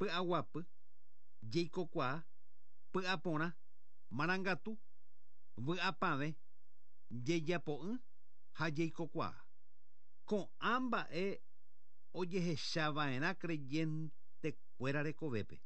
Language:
Guarani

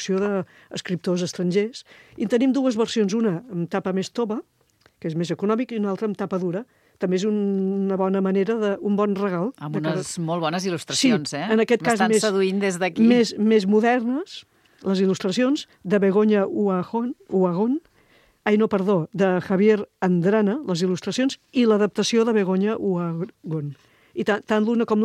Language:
Catalan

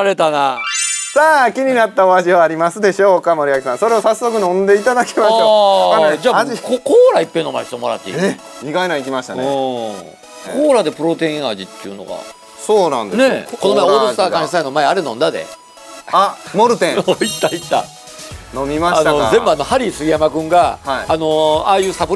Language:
Japanese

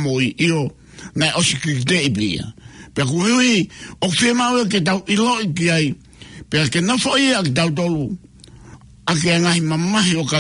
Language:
Tongan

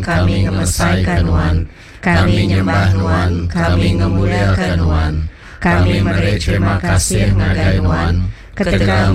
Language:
Iban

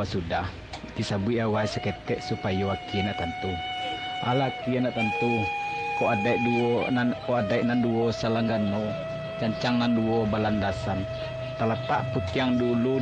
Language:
Minangkabau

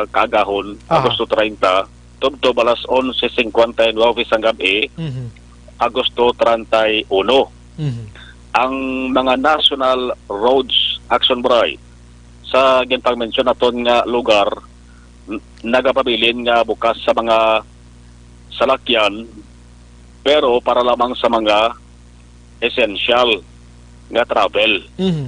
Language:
Hiligaynon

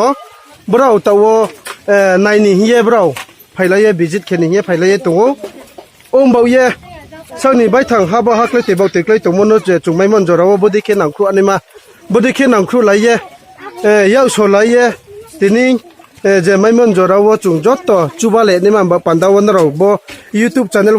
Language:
Riang (India)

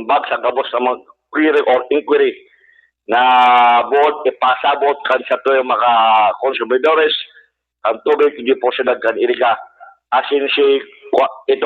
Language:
Bikol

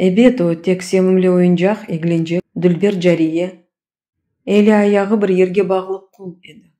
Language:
Crimean Tatar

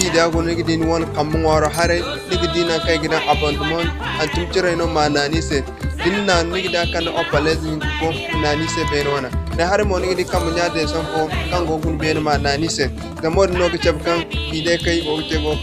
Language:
Zarma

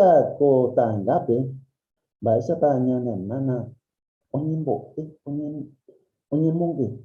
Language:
Guarani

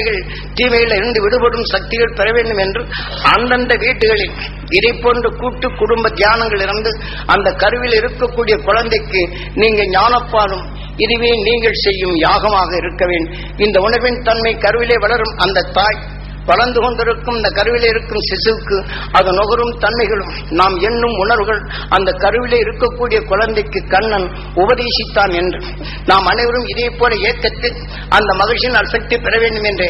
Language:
Tamil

